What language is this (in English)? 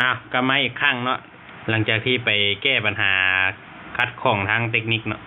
Lao